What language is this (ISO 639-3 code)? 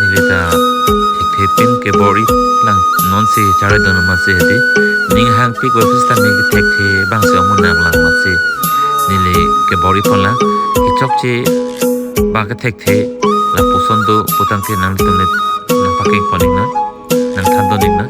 mjw